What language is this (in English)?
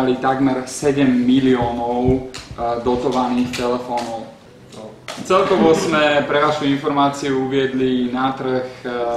Slovak